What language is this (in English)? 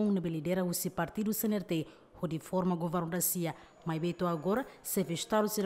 Tetum